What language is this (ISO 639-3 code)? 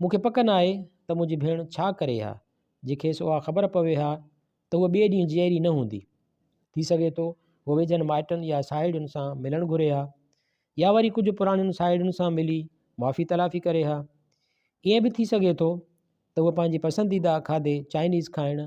snd